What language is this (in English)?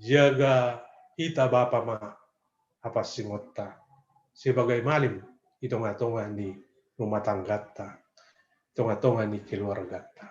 Batak Simalungun